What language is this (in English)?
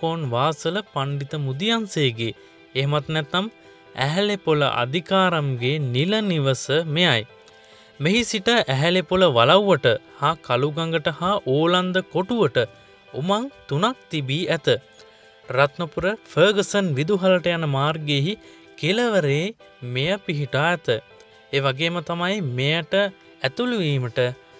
Sinhala